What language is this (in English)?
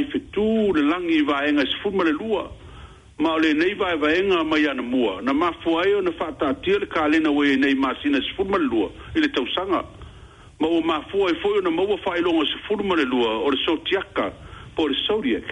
Samoan